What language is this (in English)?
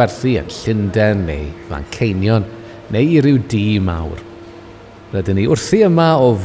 Welsh